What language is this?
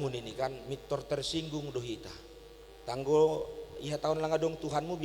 Batak Simalungun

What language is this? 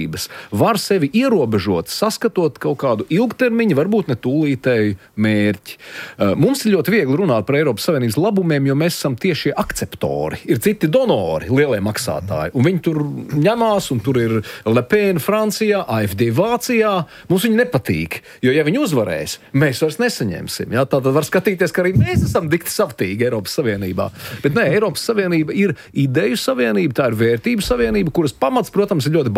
Latvian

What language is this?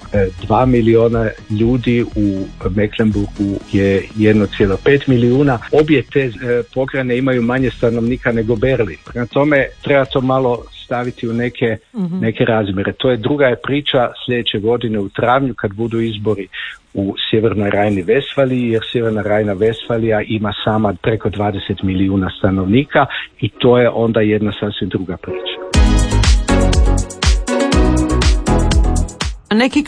Croatian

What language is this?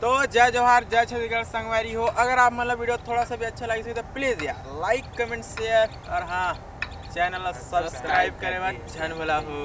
Chhattisgarhi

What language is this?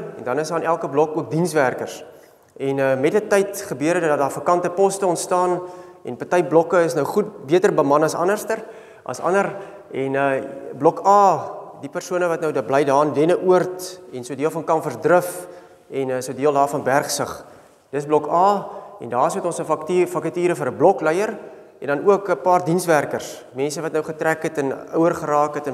Afrikaans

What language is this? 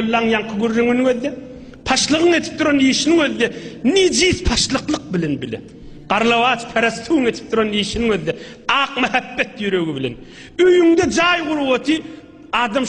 Turkmen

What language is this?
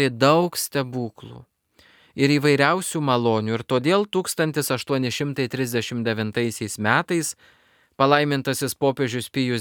Lithuanian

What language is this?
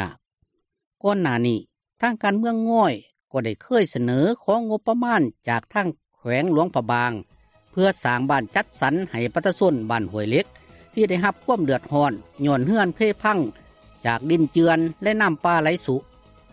Lao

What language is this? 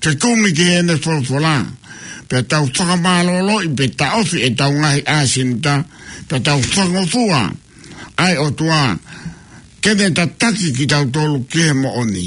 Tongan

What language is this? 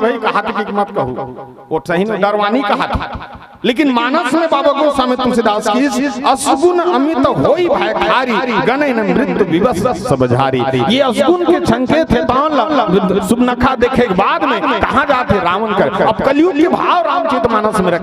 Chhattisgarhi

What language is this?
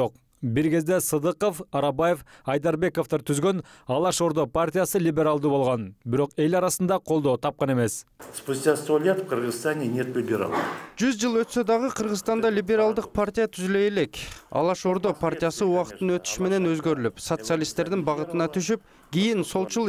Kyrgyz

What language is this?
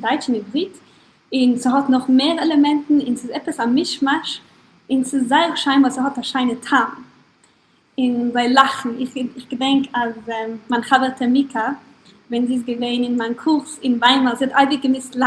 Yiddish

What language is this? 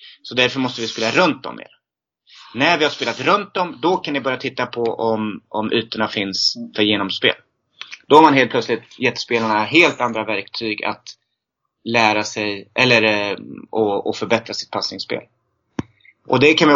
Swedish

